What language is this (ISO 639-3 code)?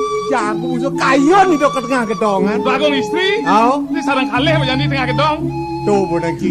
ban